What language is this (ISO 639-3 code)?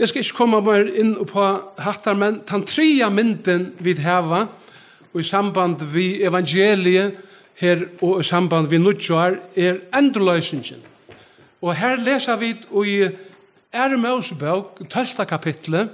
fao